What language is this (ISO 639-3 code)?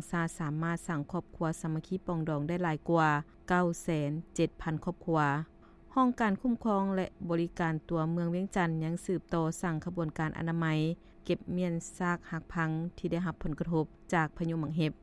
lao